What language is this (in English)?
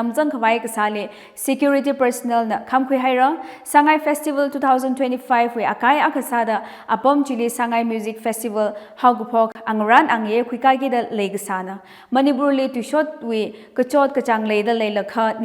Tangkhul Naga (India)